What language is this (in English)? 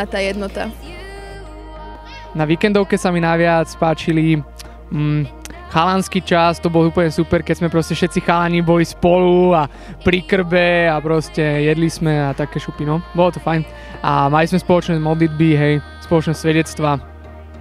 Slovak